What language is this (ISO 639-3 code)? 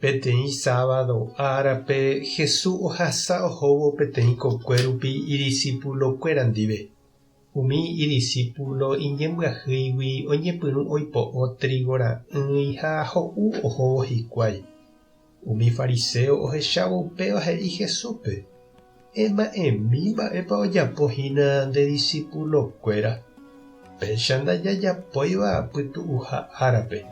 grn